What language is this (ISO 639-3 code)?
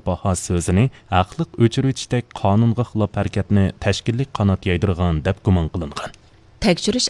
uig